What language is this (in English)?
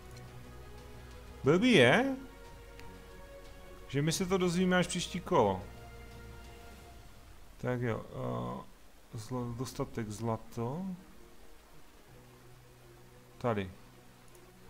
Czech